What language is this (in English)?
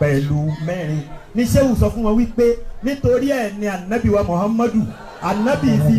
Yoruba